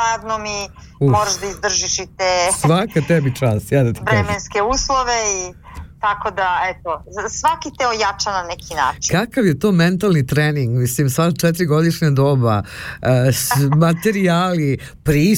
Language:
Serbian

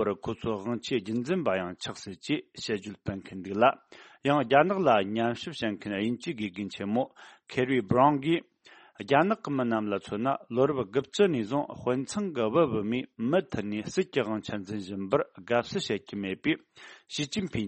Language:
Tibetan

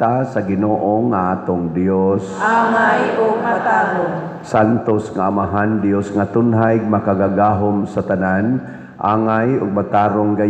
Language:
Cebuano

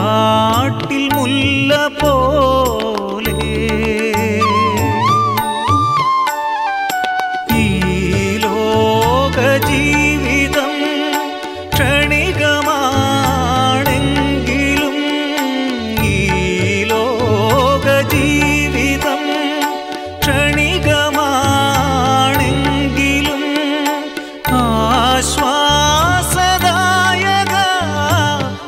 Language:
Malayalam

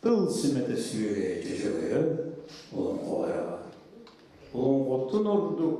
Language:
Yakut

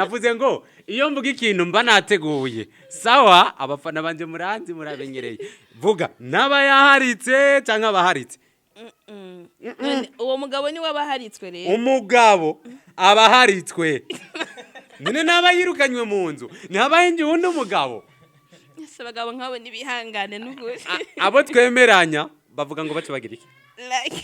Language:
Rundi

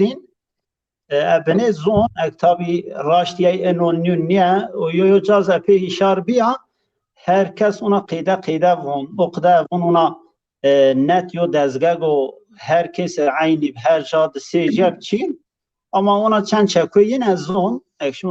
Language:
Zaza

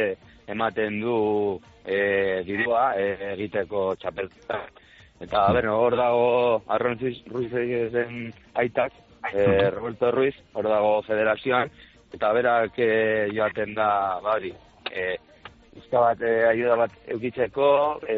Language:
Basque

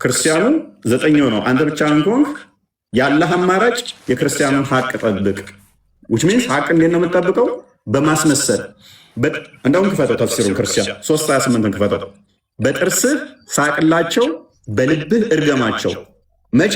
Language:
Amharic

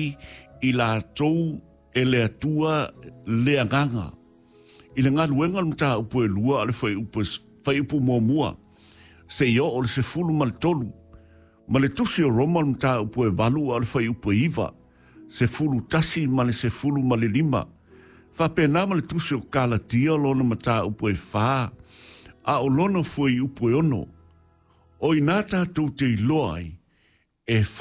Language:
Samoan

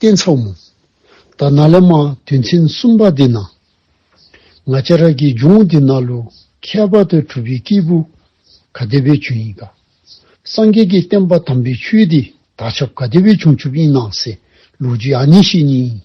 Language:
Dzongkha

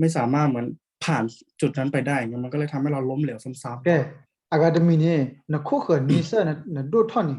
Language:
S'gaw Karen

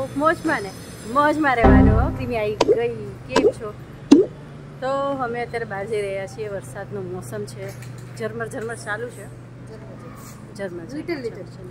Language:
Gujarati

